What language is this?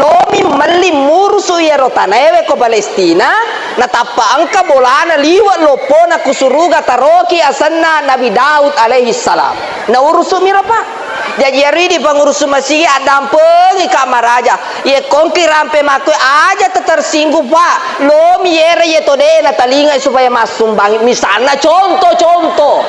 Buginese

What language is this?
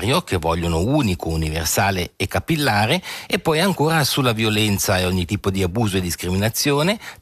Italian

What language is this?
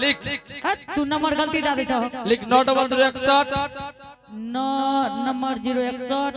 Angika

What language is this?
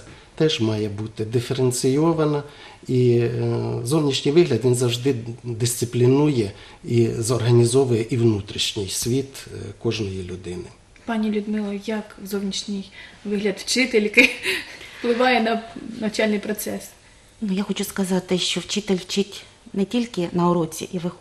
Ukrainian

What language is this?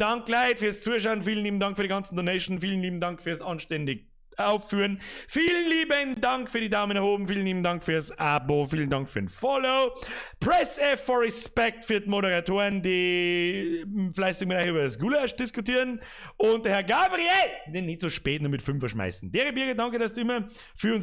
Bavarian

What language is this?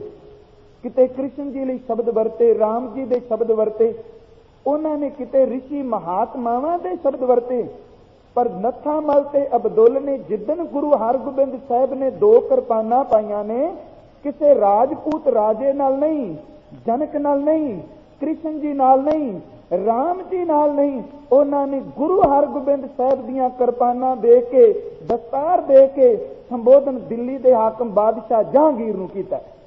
Punjabi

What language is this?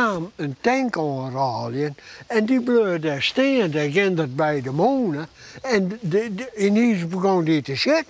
Western Frisian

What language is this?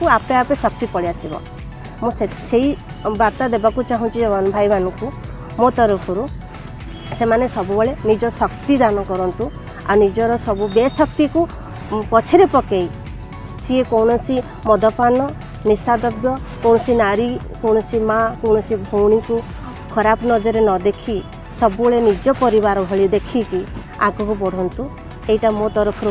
Odia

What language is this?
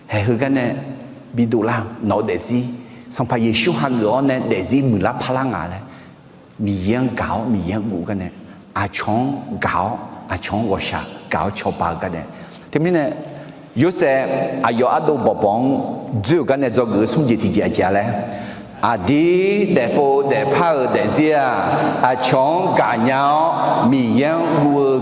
Akha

